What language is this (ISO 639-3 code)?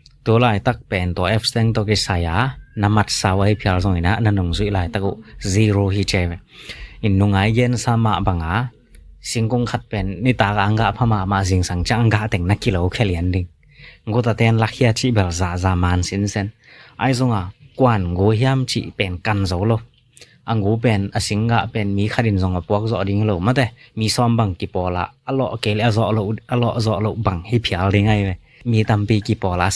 ctd